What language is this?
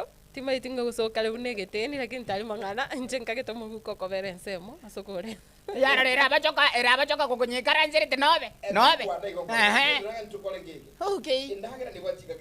Gusii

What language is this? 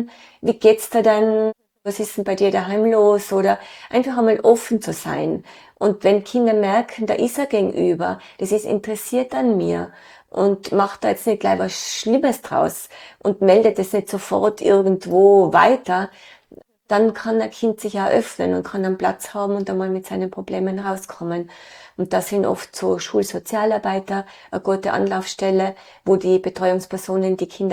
German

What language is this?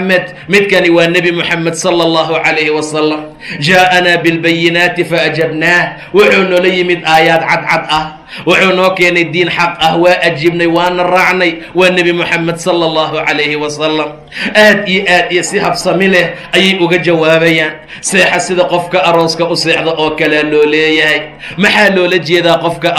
Somali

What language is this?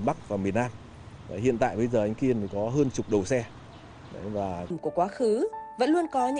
Vietnamese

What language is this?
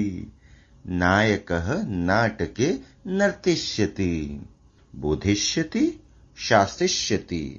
Sanskrit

